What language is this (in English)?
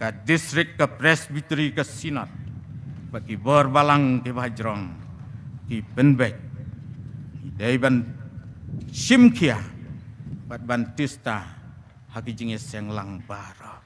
Khasi